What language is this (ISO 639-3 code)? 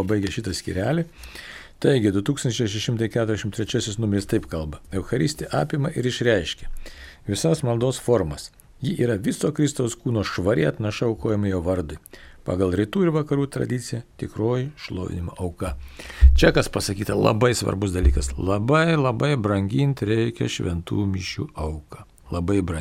lit